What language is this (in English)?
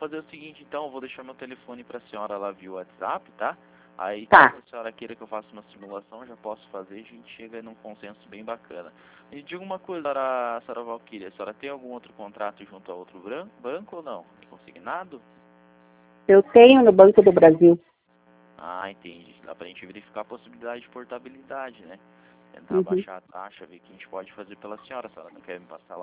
Portuguese